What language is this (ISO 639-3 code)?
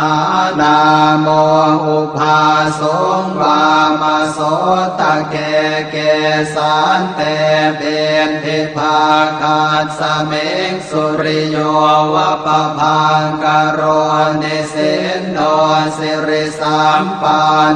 pli